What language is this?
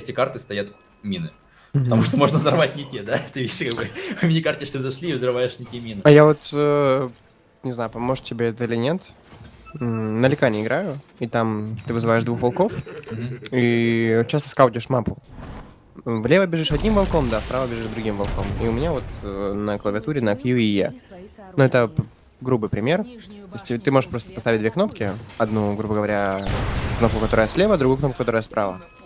Russian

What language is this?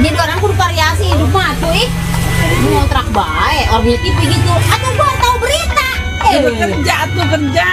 Betawi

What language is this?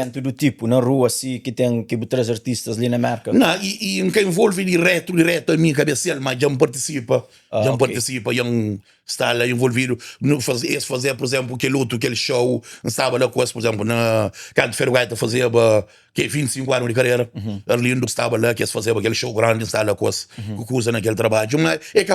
Kabuverdianu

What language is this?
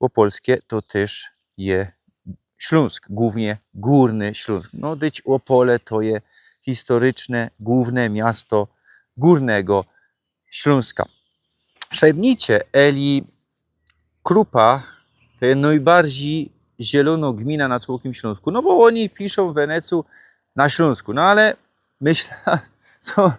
Silesian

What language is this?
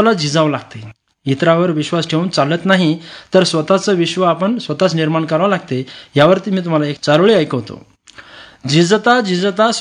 Marathi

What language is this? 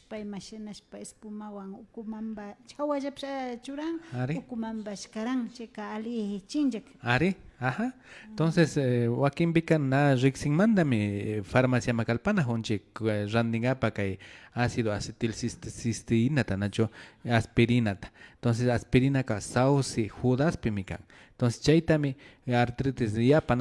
Imbabura Highland Quichua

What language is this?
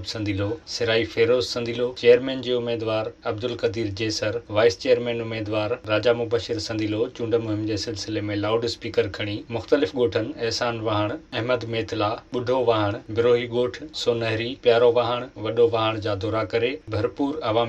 Sindhi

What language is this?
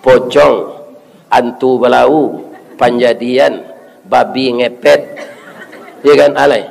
Minangkabau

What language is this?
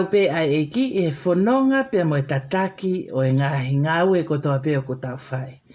Tongan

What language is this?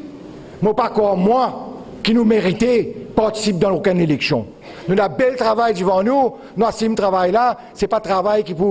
Morisyen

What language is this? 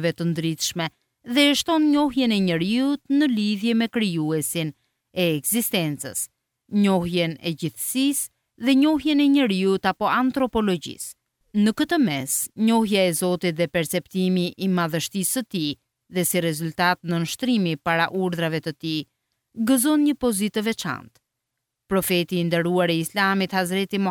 Albanian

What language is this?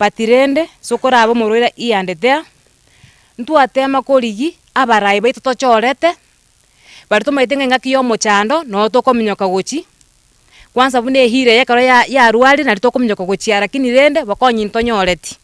Gusii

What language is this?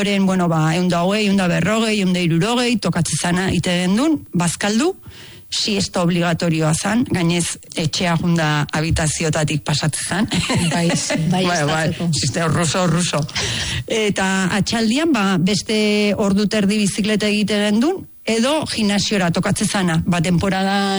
Basque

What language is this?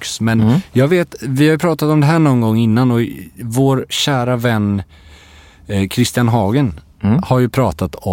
Swedish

